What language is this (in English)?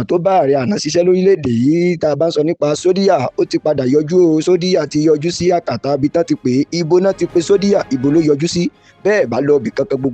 Yoruba